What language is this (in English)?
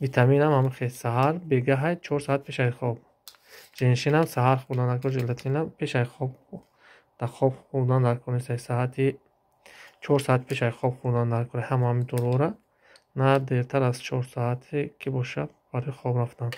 Tajik